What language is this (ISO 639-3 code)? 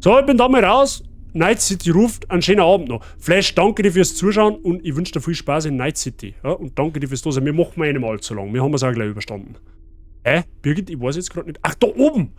bar